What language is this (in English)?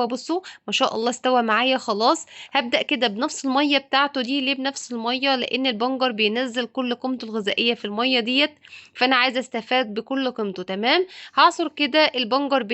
Egyptian Arabic